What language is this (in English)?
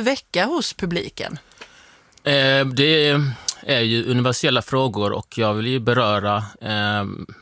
Swedish